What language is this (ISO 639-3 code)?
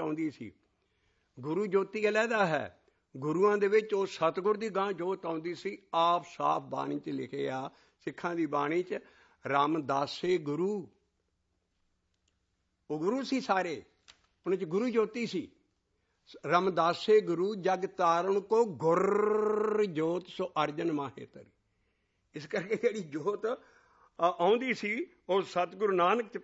pan